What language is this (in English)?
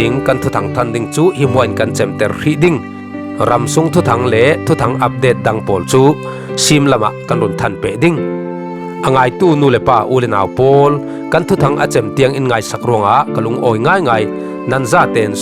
Falam Chin